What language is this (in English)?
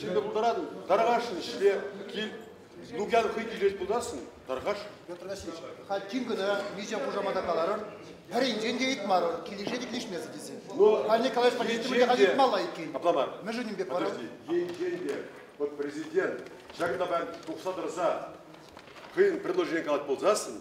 Chuvash